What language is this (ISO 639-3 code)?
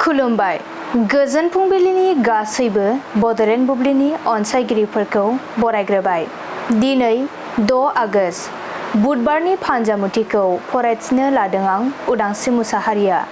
brx